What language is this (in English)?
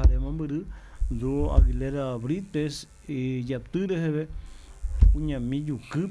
Guarani